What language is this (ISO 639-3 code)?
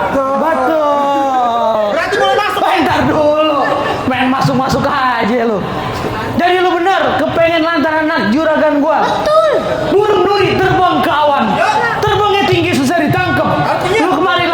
bew